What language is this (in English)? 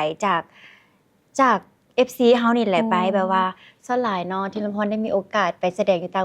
Lao